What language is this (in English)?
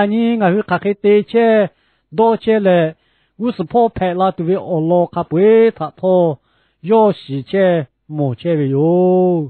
Lahu